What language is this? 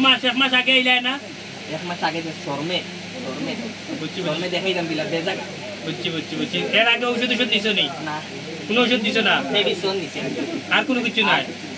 Sylheti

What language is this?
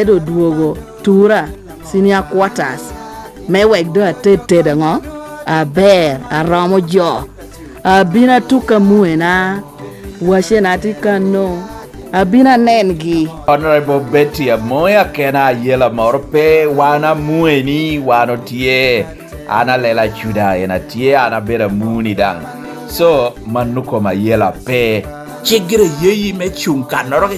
Lango (Uganda)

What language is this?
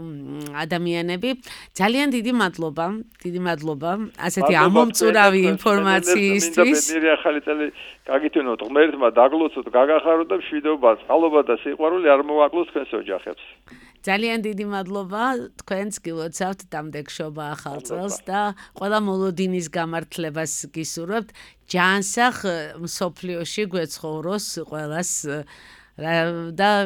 Georgian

